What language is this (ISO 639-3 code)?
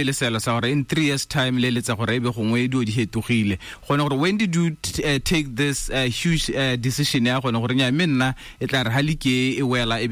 tsn